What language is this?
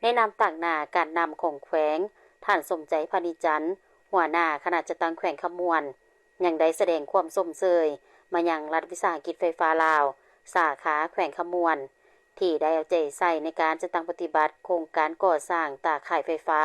Lao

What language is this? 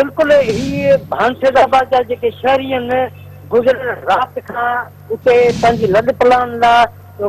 Sindhi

